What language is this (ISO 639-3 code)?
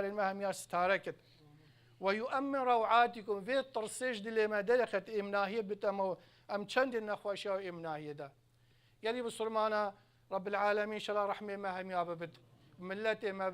kur